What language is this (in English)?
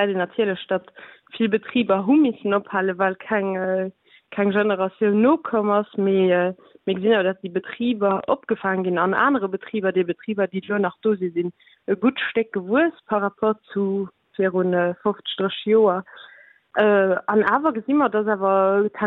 Luxembourgish